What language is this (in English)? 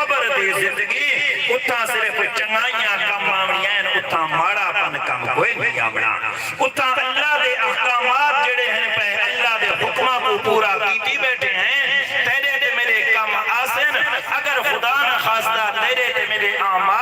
Saraiki